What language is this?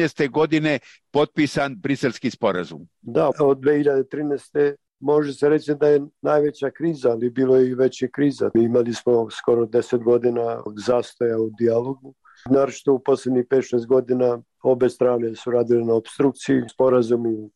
Serbian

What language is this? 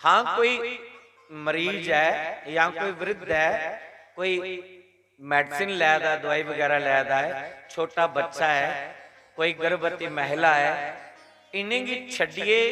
Dogri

